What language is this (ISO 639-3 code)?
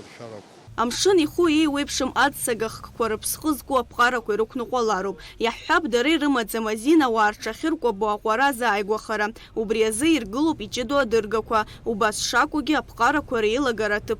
abk